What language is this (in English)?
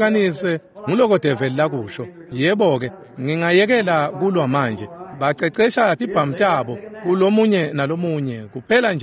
Swati